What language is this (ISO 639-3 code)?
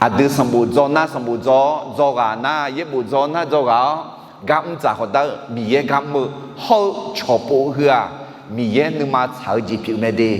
ahk